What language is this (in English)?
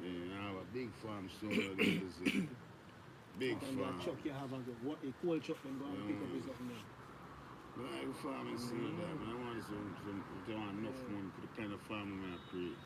Jamaican Creole English